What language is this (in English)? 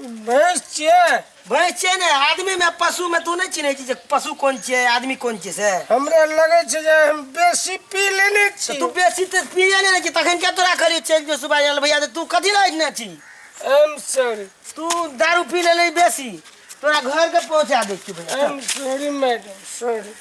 Maithili